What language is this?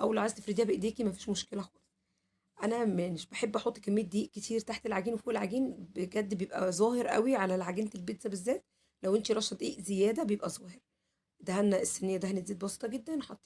Egyptian Arabic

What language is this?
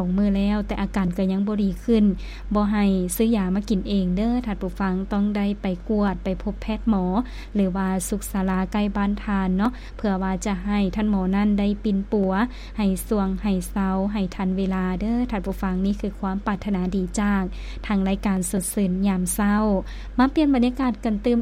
Lao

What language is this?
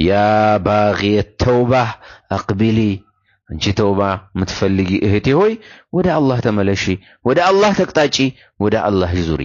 Amharic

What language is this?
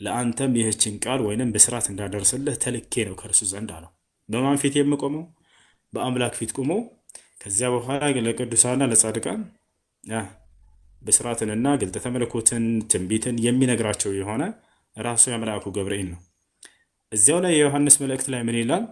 Amharic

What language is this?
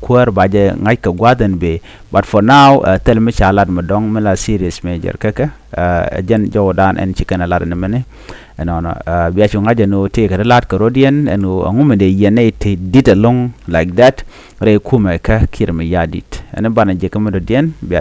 Nuer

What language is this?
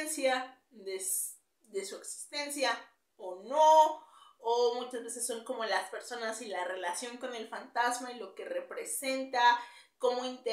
Spanish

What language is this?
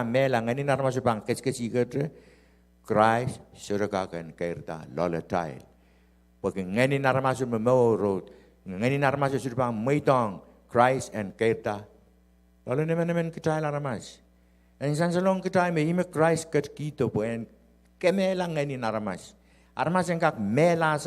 Pohnpeian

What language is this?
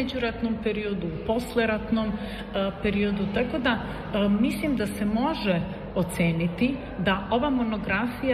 Serbian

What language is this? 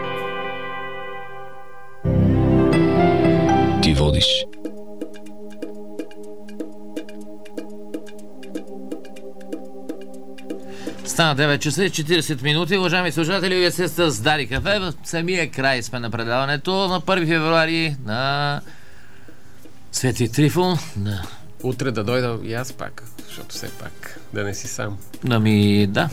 Bulgarian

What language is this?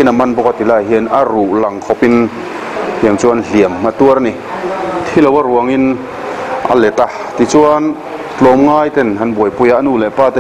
Mizo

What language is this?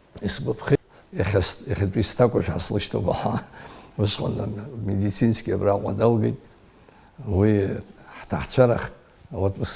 Abkhazian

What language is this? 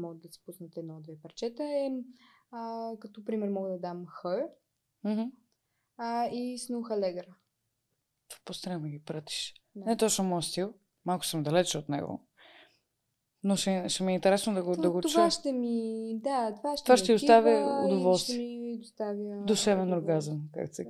Bulgarian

